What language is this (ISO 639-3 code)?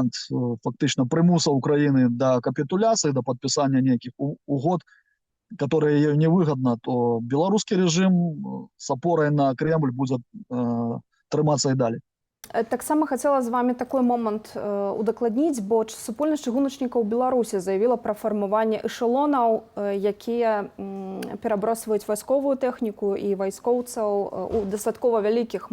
bel